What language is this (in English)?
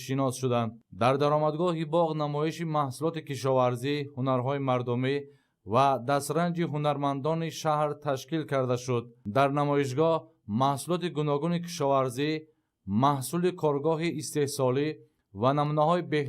Tajik